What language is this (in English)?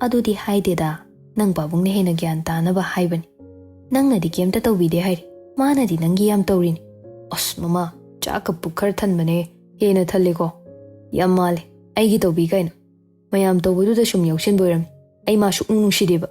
Manipuri